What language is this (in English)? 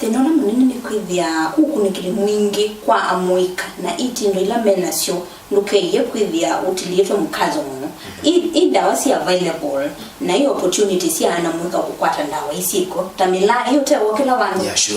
Kamba